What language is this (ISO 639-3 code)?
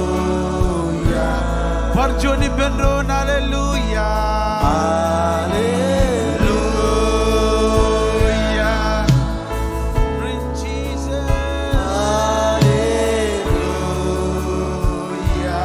mah